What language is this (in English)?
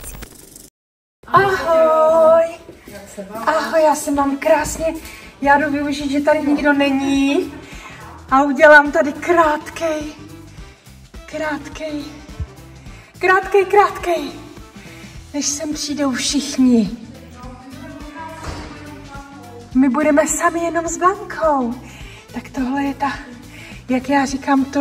Czech